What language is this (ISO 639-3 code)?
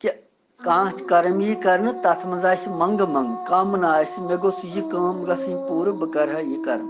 kas